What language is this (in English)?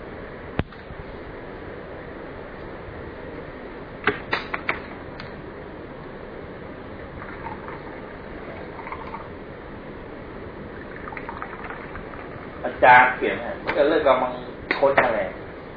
Thai